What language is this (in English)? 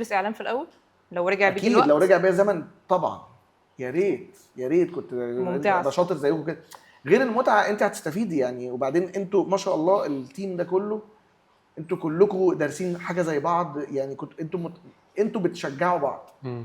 Egyptian Arabic